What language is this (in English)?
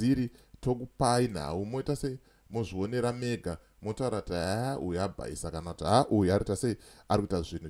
Shona